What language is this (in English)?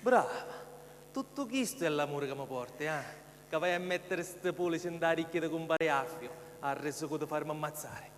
Sicilian